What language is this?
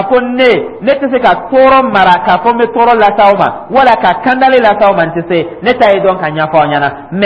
Dyula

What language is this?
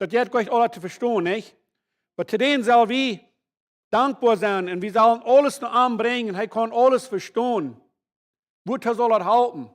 Plautdietsch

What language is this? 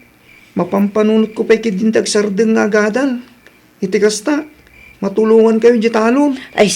Iloko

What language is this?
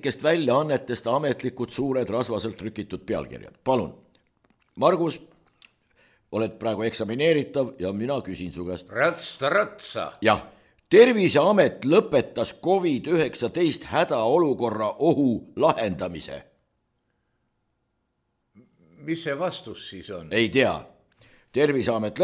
Estonian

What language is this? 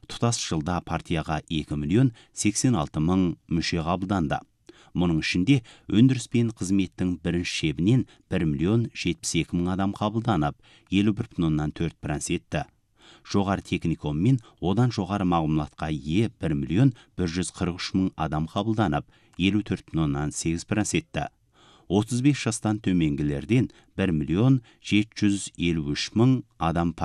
Kazakh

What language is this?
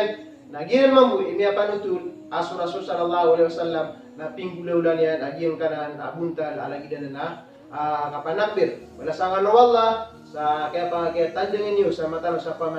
Maranao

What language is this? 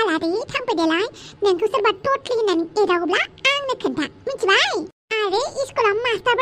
Bodo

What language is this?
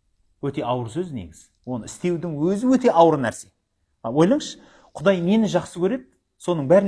Kazakh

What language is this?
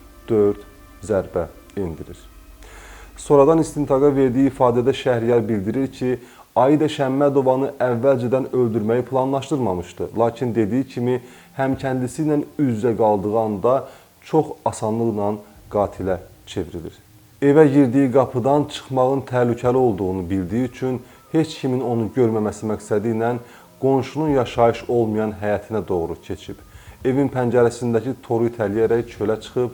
Azerbaijani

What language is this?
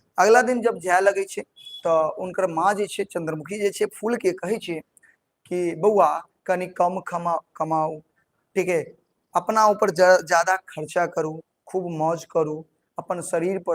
Maithili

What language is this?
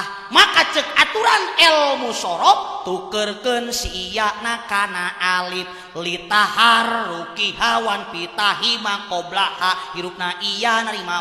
Sundanese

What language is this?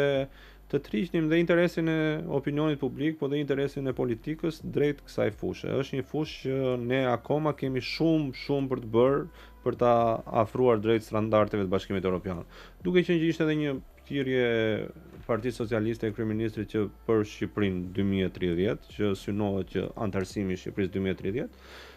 Albanian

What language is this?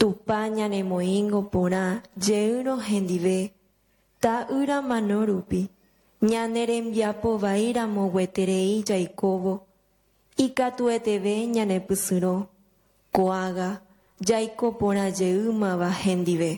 Guarani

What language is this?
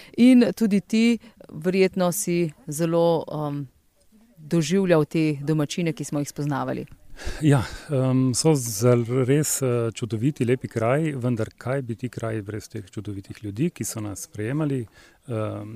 Slovenian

